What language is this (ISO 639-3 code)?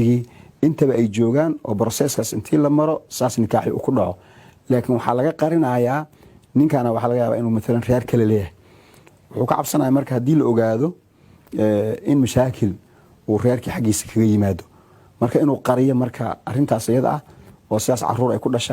som